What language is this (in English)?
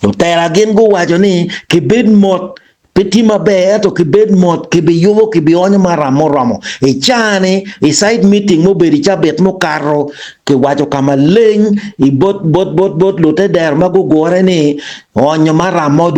Acoli